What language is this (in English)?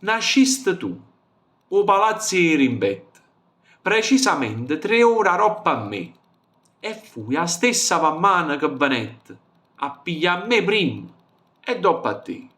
Neapolitan